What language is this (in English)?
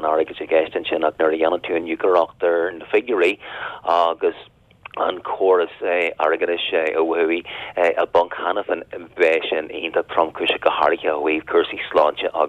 Irish